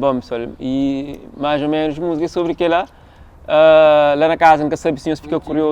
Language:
Kabuverdianu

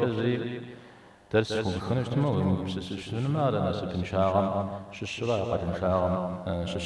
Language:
Kabardian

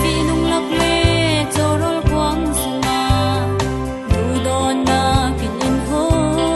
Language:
Falam Chin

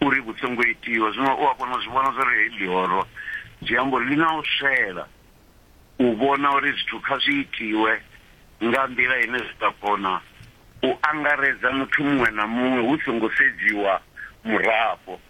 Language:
Venda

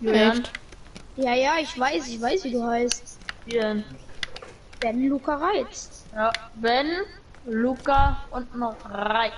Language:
Bavarian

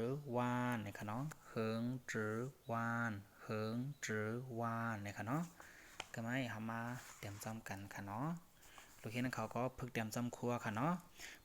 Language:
Shan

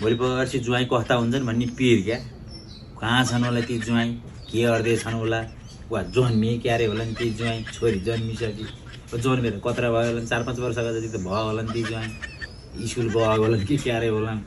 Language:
Nepali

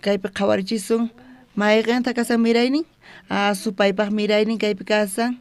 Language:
South Bolivian Quechua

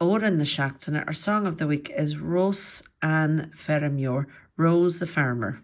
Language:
Irish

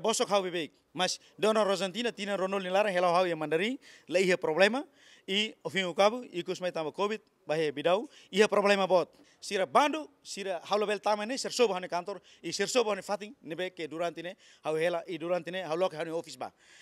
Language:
Tetum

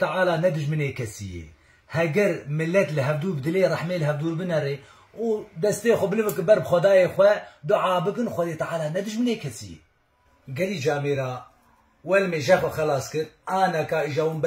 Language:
Kurdish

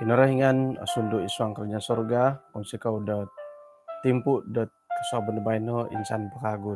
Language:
Central Dusun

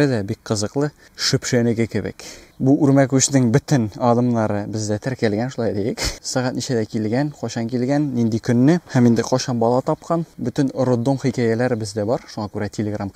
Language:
Tatar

